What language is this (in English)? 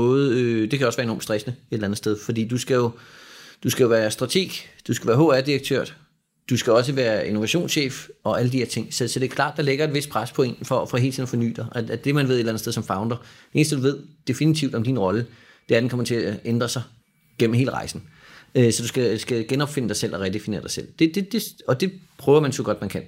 Danish